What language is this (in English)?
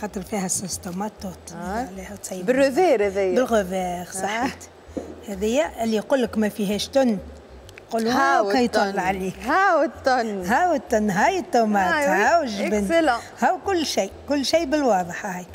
Tunisian Arabic